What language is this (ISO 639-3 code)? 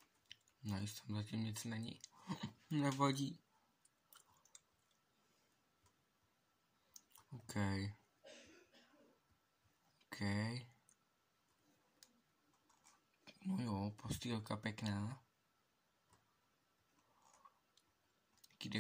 ces